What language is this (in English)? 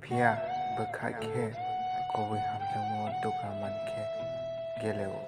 Kok Borok